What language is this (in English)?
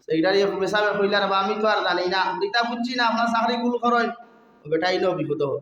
Sylheti